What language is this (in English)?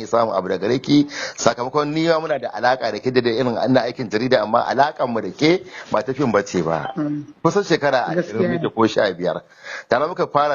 Hausa